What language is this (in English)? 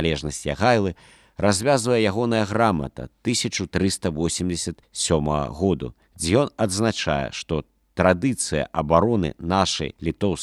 Belarusian